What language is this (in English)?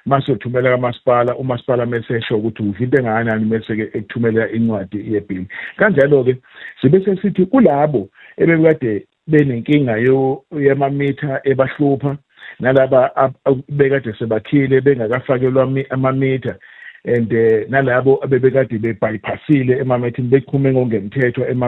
Zulu